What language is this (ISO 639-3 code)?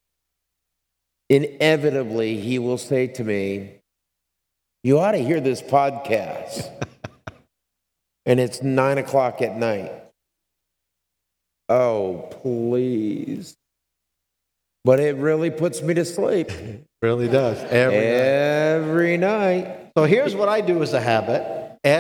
eng